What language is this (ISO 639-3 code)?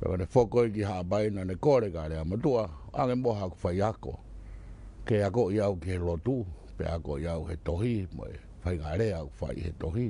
ton